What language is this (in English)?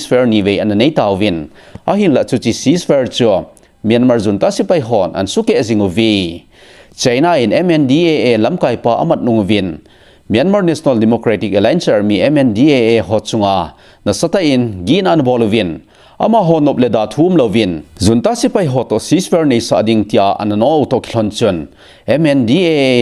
Thado Chin